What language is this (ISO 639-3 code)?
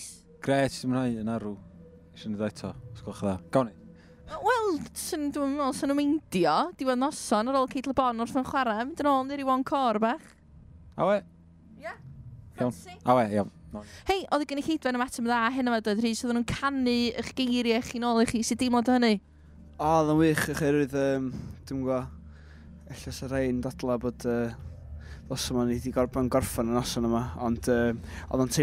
cym